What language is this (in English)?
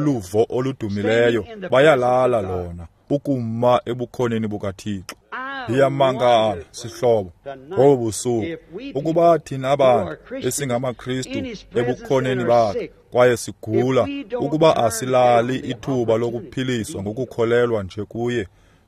Xhosa